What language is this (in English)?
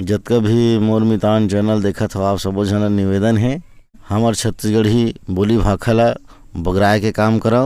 Chhattisgarhi